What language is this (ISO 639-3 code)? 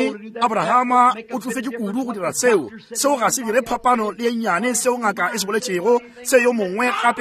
nso